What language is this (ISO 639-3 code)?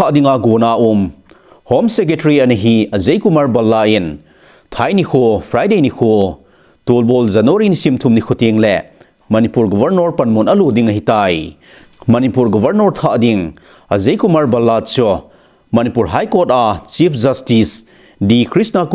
tcz